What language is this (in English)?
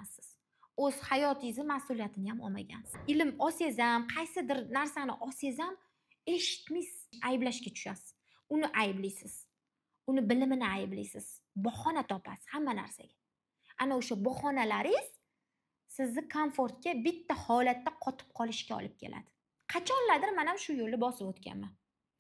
Uzbek